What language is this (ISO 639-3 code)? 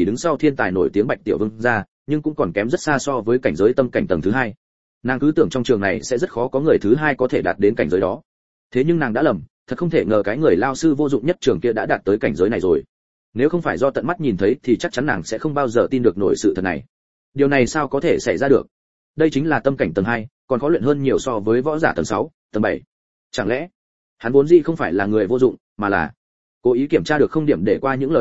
vie